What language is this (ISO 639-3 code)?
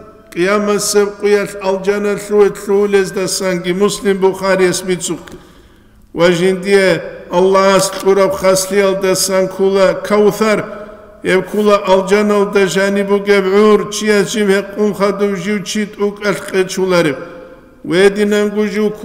ava